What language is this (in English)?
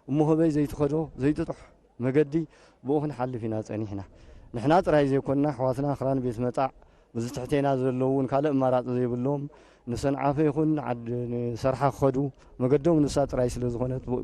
Tigrinya